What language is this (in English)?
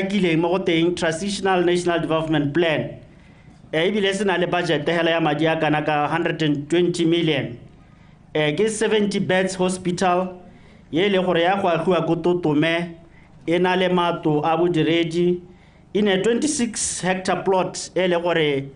Tswana